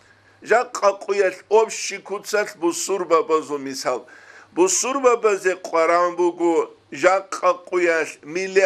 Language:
Avaric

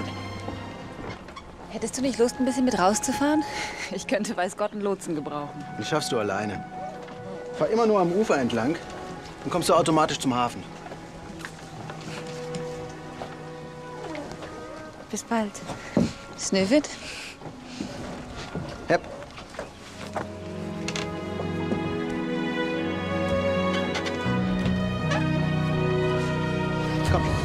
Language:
German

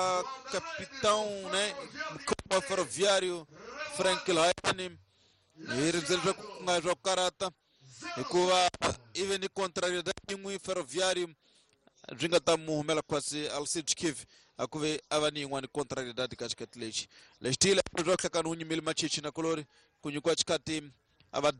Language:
Tsonga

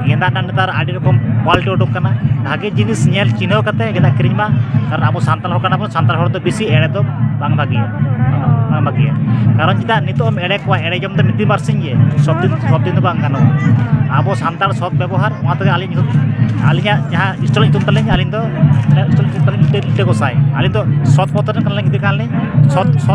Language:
Santali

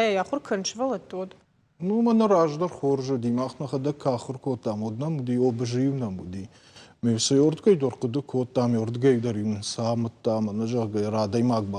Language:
Ossetic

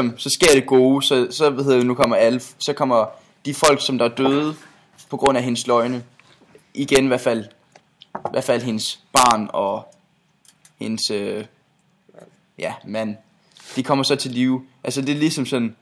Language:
Danish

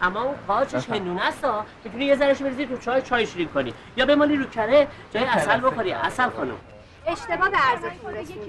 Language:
Persian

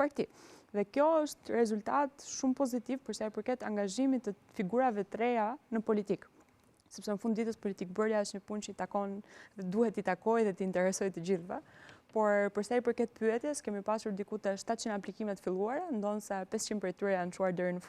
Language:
Albanian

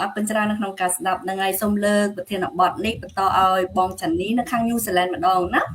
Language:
Khmer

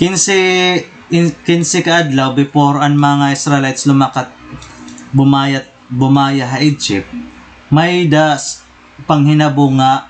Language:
Waray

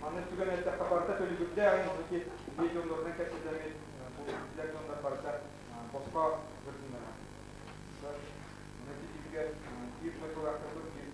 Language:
Yakut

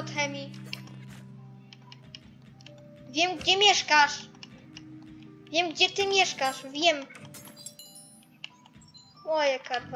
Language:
Polish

